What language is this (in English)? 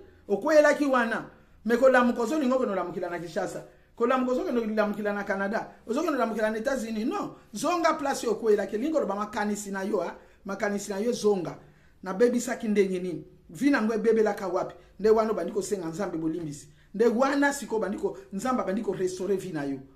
Lingala